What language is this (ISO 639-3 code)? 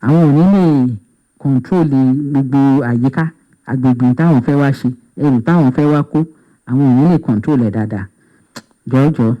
yor